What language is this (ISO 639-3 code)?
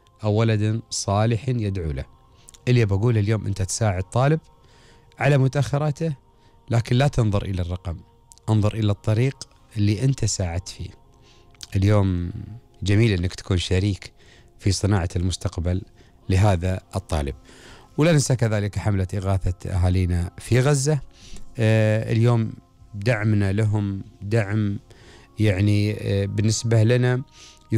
afb